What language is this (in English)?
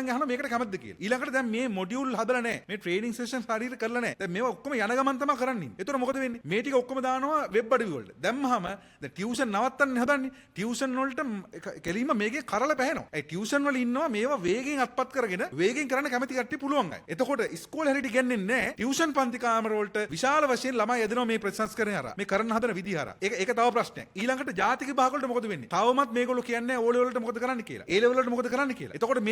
Sinhala